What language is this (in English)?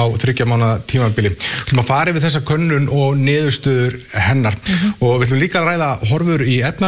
Icelandic